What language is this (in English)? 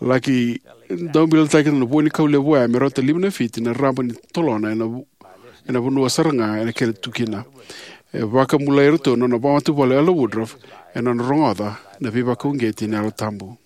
Fijian